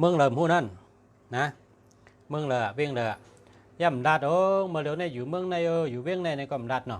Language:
Shan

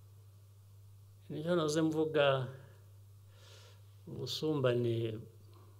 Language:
Kinyarwanda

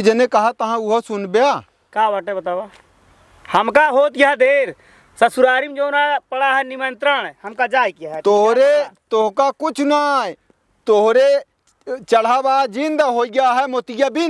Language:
Awadhi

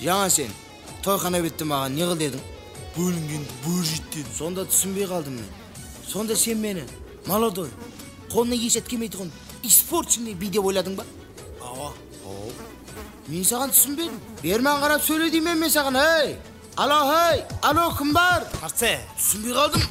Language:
Kara-Kalpak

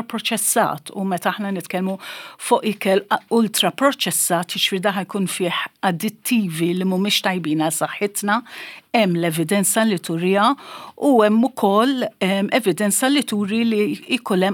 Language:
Maltese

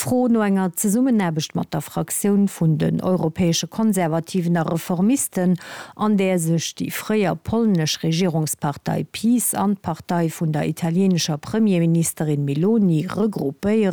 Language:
Luxembourgish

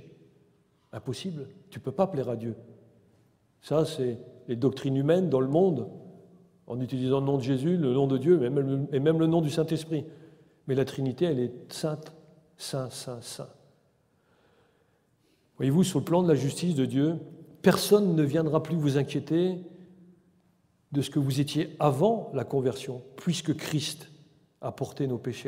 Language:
French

